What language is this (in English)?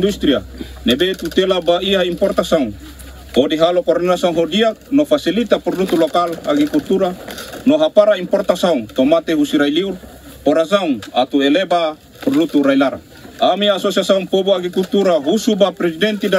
Tetum